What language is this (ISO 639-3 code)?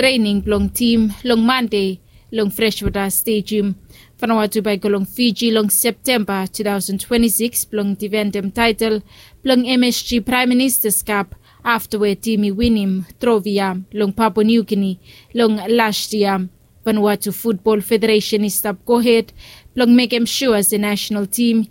bis